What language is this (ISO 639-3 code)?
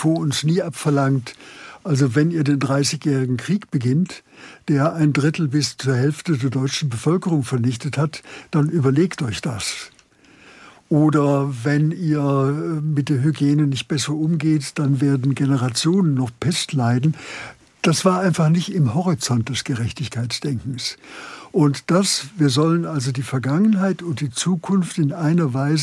deu